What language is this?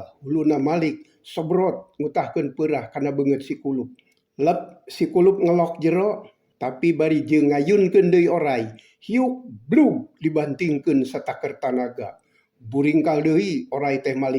Sundanese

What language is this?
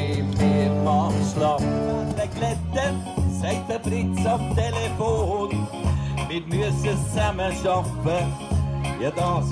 Swiss German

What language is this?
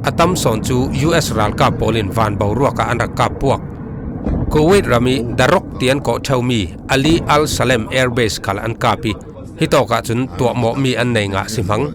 Falam Chin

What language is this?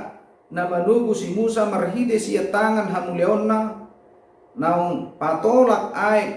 Batak Toba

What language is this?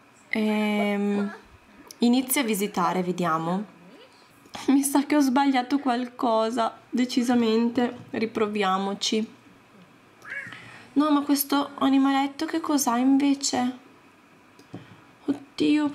Italian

